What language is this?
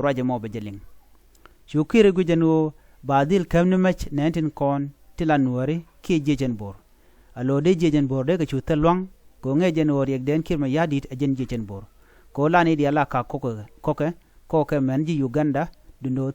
Nuer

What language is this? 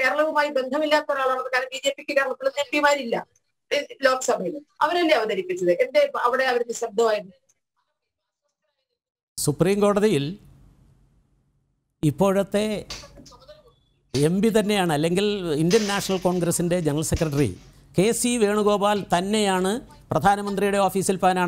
Malayalam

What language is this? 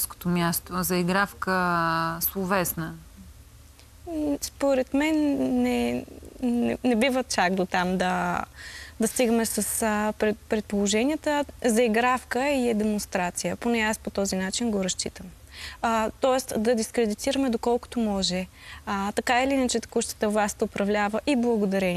Bulgarian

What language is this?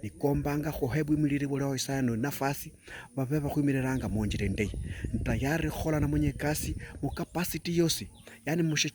Luyia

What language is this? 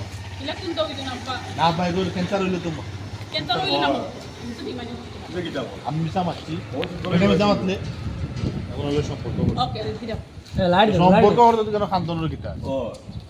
Sylheti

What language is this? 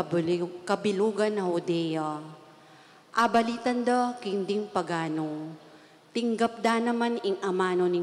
Pampanga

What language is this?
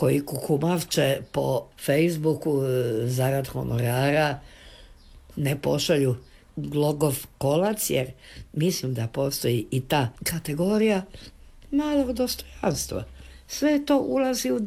Croatian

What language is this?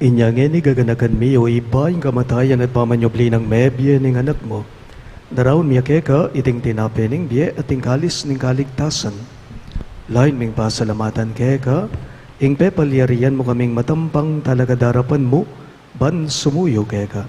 Pampanga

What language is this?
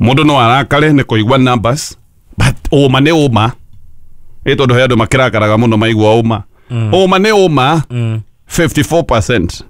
Kikuyu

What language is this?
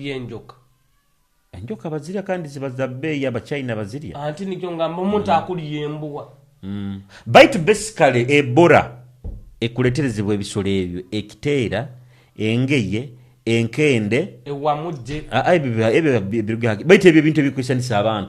Nyoro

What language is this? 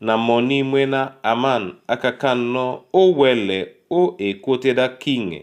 Duala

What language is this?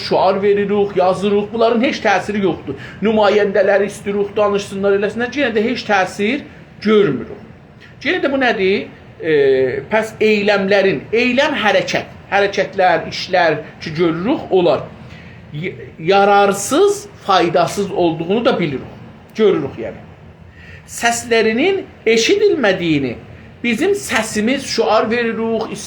South Azerbaijani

